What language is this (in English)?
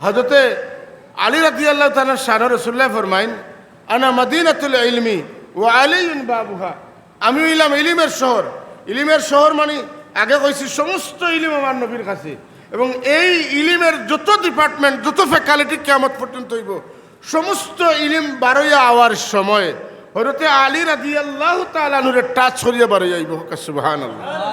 Sylheti